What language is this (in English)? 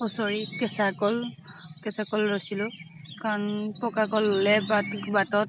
Assamese